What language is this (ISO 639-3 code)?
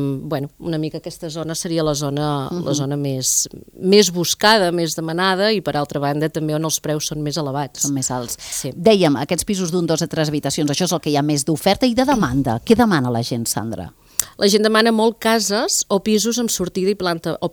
cat